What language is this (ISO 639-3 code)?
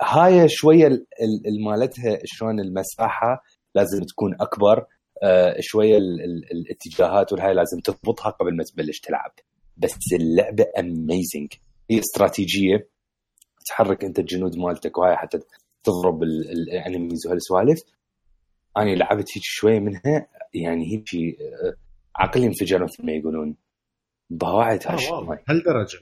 acm